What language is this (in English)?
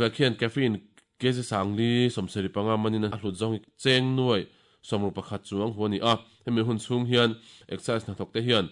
Mizo